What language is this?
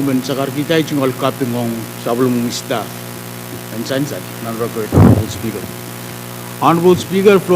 Pohnpeian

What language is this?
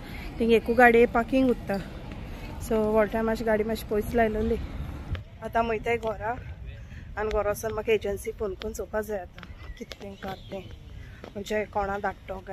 Konkani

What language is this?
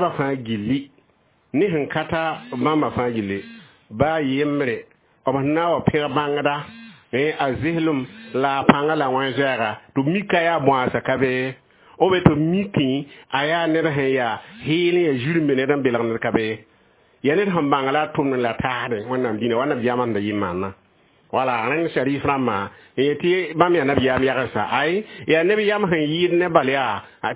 Mossi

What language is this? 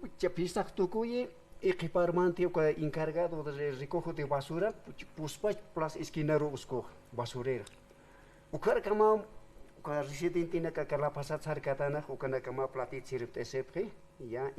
Aymara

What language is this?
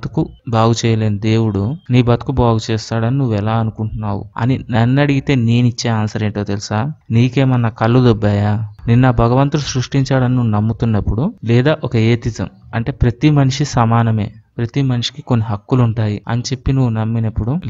Telugu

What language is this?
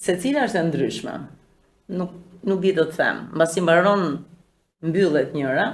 Albanian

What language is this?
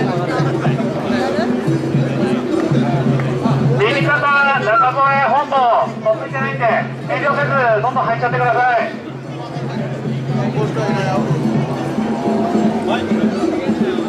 Japanese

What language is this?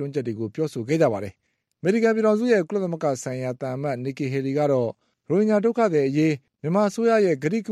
Burmese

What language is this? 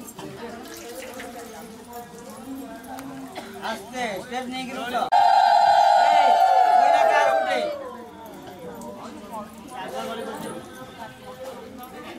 Hindi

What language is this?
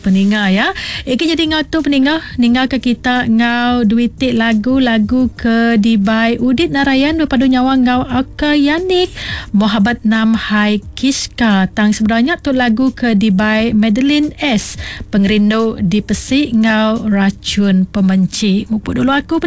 Iban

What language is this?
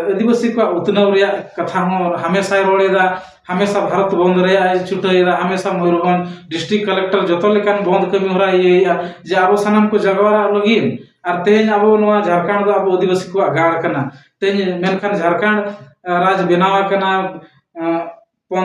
Santali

